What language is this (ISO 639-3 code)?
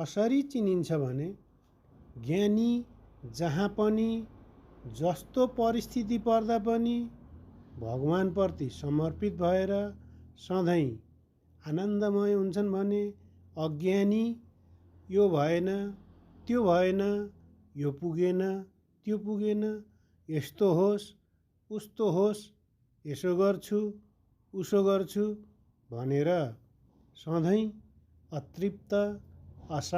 nep